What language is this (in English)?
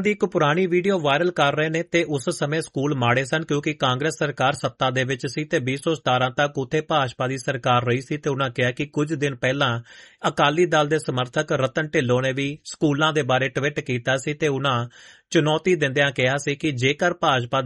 Punjabi